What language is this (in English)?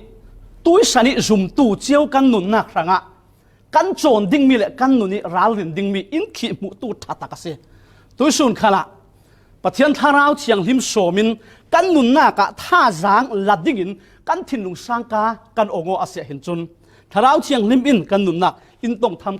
Falam Chin